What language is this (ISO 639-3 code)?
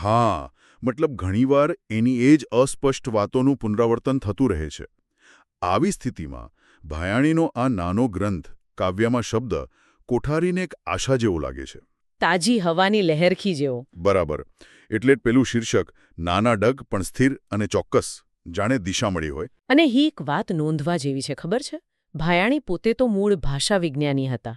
guj